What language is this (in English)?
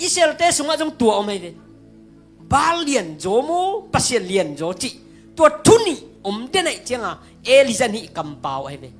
Tedim Chin